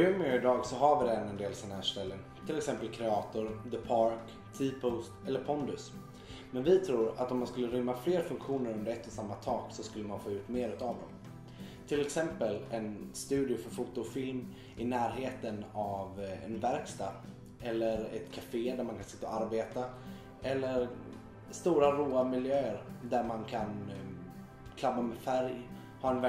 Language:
Swedish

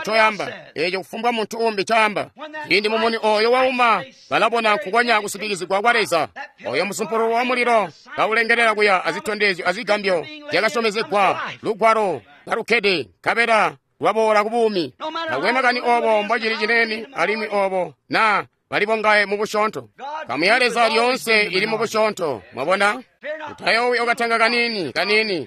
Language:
Tonga (Zambia)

